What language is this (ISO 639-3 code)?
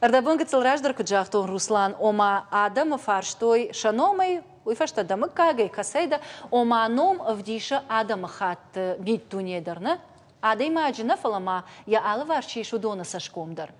oss